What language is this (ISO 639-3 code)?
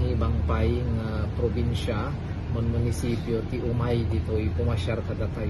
ilo